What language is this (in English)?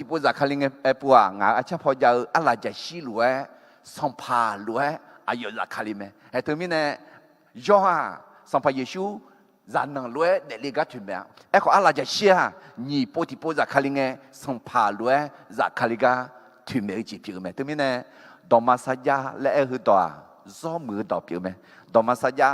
Akha